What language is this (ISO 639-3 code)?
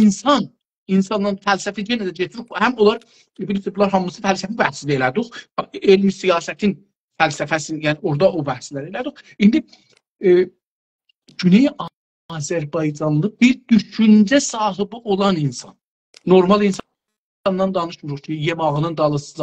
azb